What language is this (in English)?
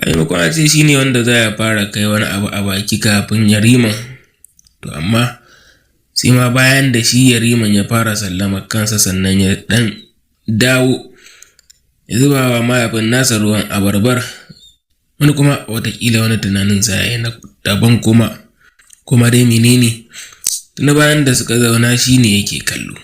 Hausa